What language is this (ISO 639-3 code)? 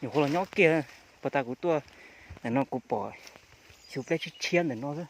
hmn